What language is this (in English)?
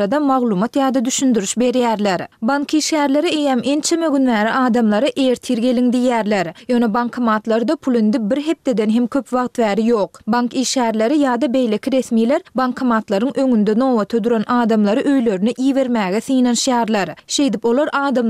Turkmen